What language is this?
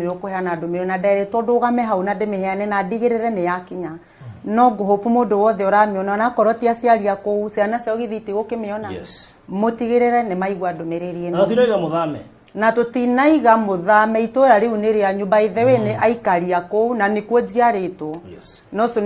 Kikuyu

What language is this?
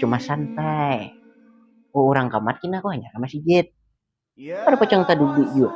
Banjar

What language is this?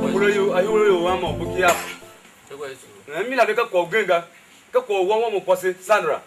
Tiv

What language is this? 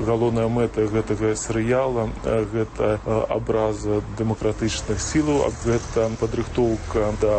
Belarusian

